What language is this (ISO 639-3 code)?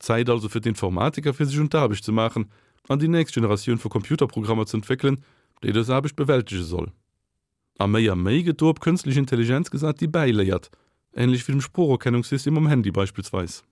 ltz